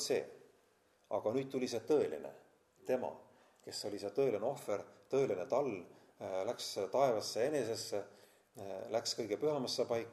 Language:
Estonian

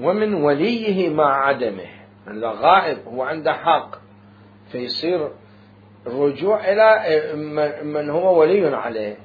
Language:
Mesopotamian Arabic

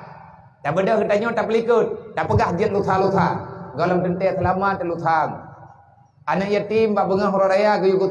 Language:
Achinese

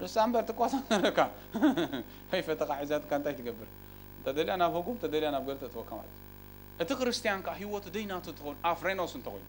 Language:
Tigrinya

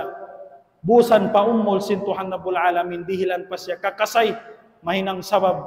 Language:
Tausug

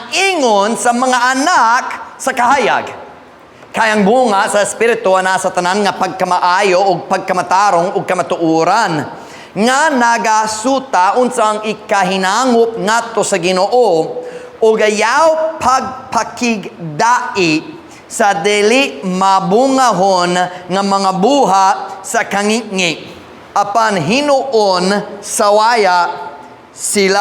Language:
Cebuano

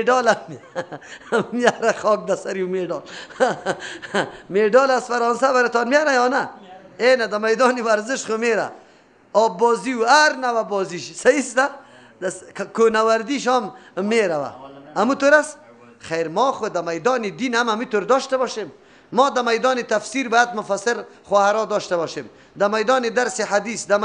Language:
Persian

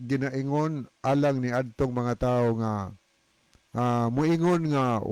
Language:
Cebuano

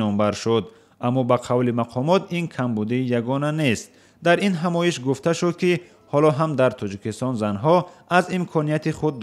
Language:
Tajik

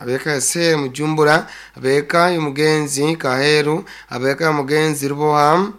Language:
Nyoro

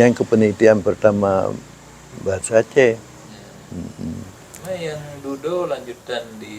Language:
Achinese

